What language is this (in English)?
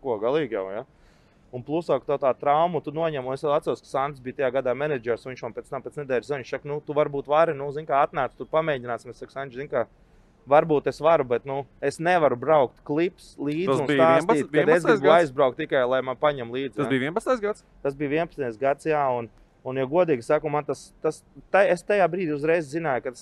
Latvian